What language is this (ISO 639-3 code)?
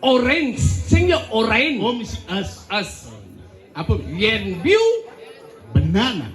ban